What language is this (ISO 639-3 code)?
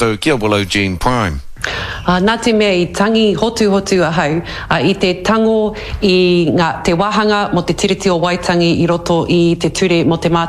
mri